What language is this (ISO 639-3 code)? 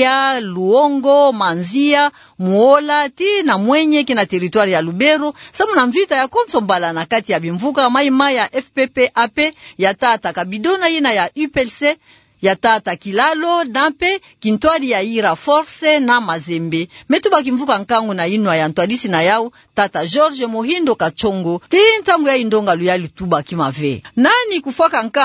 ktu